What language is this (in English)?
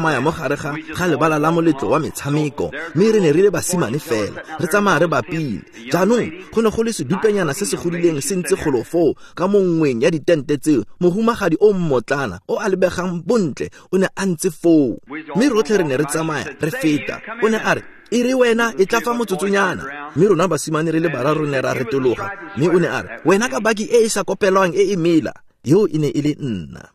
Tswana